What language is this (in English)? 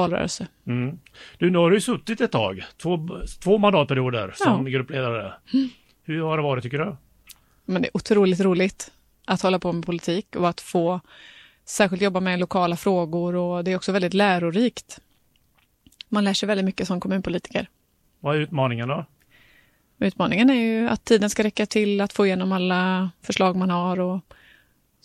Swedish